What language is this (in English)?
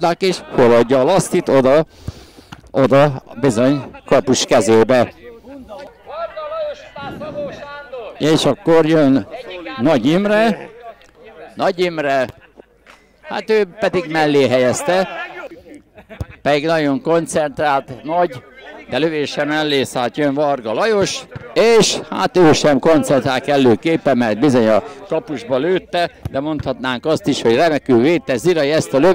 Hungarian